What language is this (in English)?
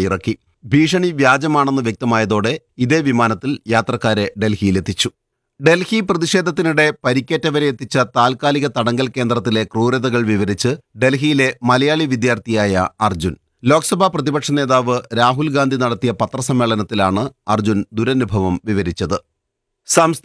Malayalam